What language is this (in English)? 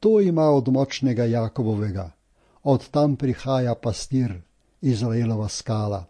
Slovenian